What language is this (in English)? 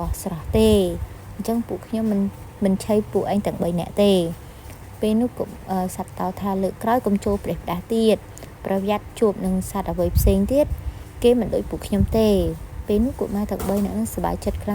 Khmer